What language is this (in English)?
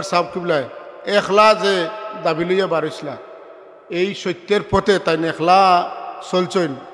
Sylheti